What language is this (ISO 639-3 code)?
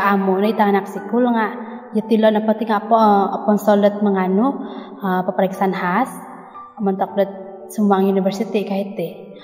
dtp